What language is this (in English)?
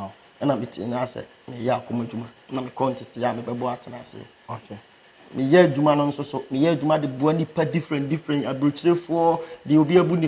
Akan